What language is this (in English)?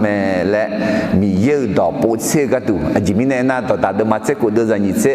Akha